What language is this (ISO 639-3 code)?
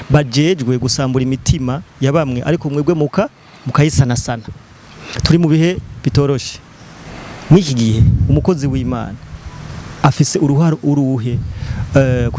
run